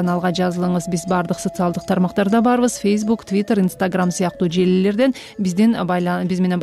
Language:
Kyrgyz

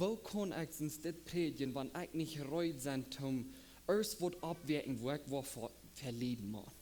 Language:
Plautdietsch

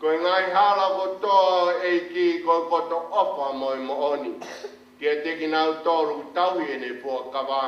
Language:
Tongan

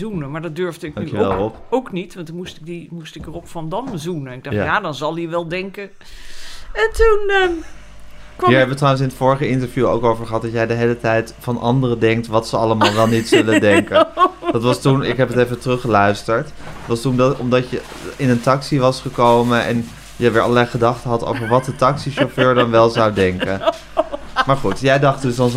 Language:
Dutch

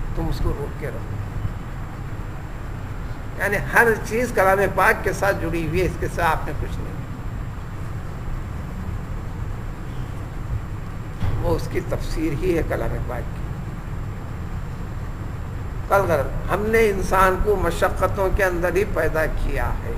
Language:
Urdu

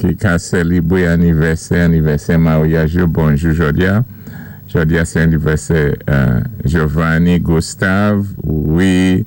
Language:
Saint Lucian Creole French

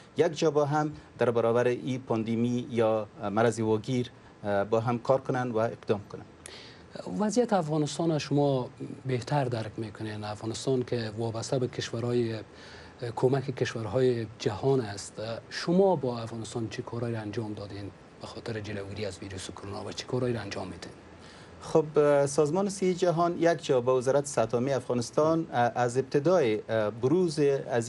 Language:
Persian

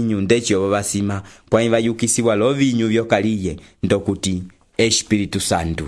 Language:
Umbundu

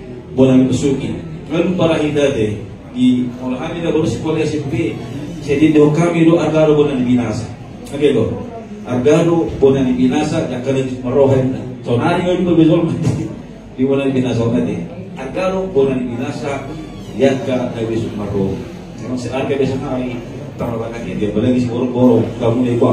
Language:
Batak Toba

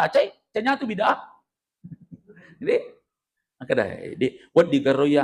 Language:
Buginese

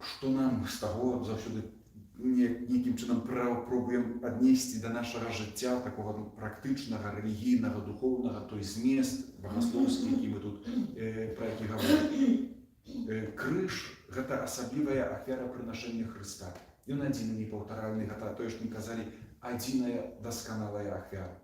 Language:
Belarusian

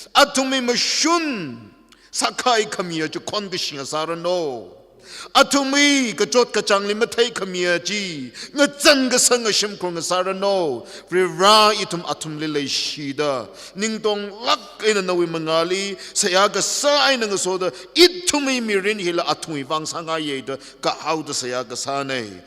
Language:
Tangkhul Naga (India)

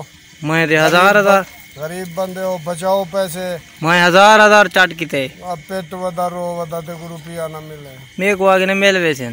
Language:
Saraiki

